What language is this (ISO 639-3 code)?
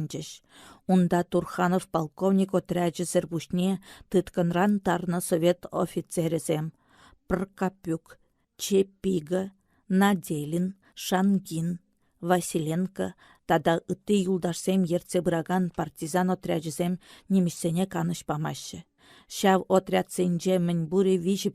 chv